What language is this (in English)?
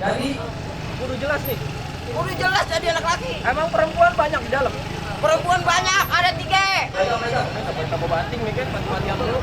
Betawi